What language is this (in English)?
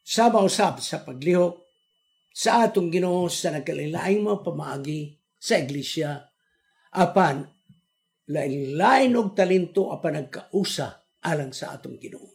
Cebuano